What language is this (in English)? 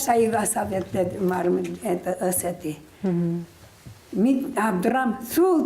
Udmurt